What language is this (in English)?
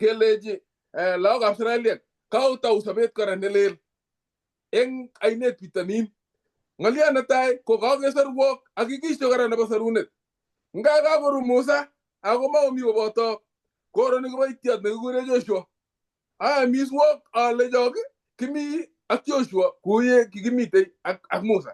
Kalenjin